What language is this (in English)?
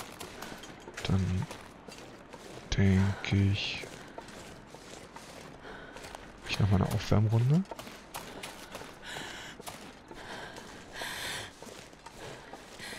German